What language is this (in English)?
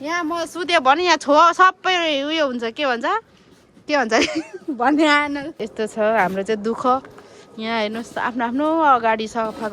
Nepali